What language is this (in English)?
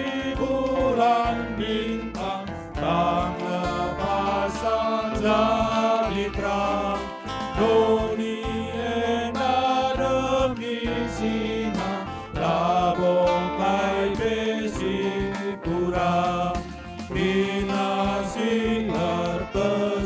Batak Karo